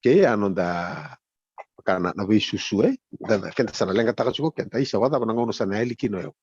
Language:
Fijian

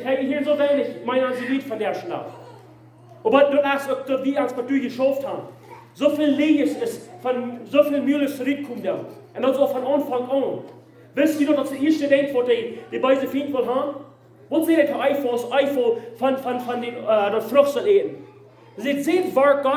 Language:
Plautdietsch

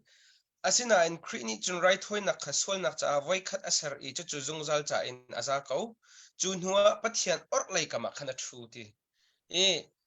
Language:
Hakha Chin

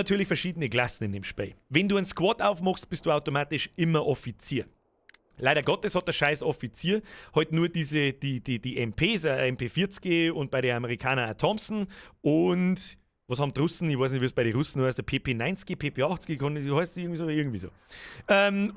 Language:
Bavarian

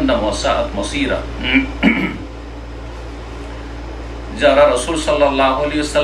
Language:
Bangla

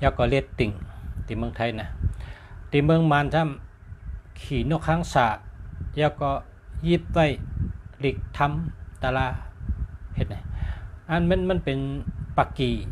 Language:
Shan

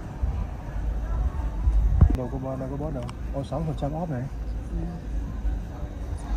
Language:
Vietnamese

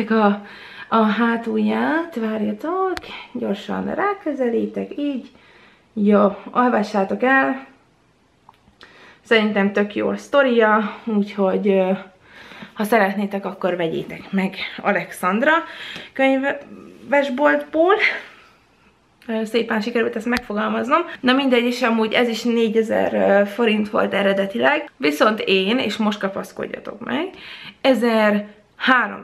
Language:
Hungarian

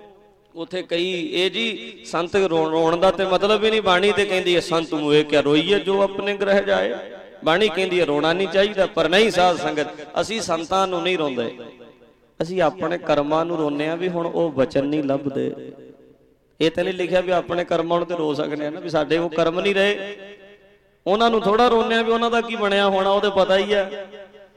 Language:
Punjabi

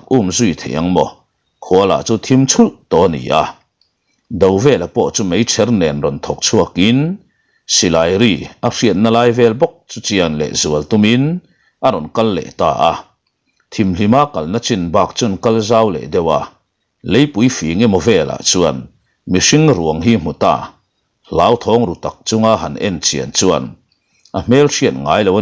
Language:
Mizo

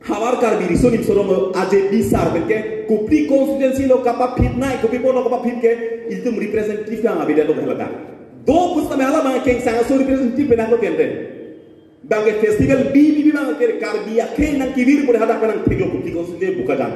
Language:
Karbi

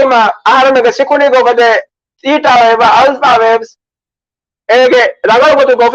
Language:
Divehi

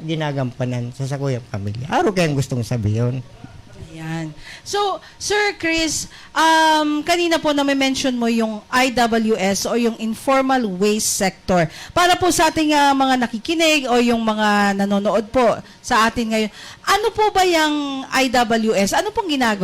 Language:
Bikol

